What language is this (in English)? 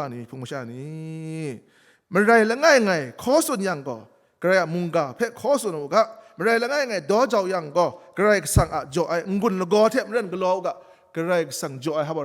Kachin